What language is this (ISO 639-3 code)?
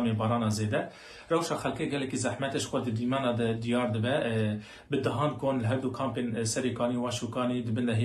kur